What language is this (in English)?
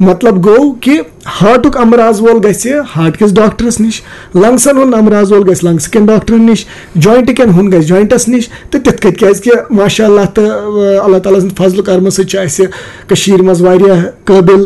Kashmiri